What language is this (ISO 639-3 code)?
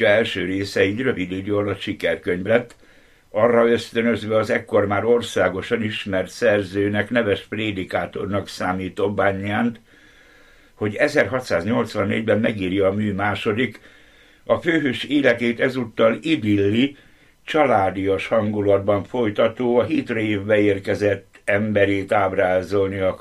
hun